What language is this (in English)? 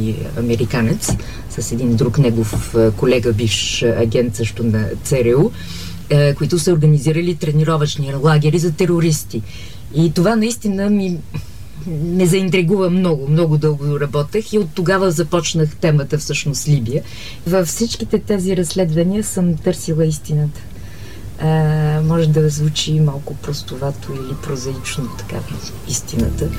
Bulgarian